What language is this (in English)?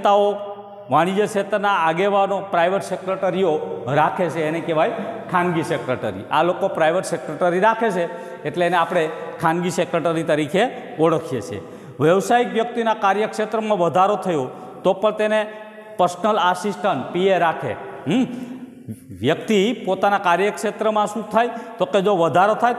Gujarati